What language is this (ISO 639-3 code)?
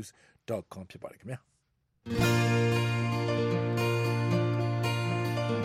mya